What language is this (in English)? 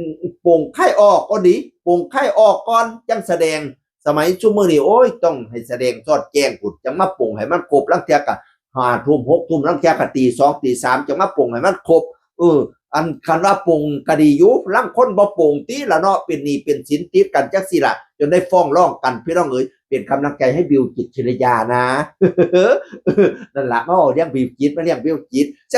Northeastern Thai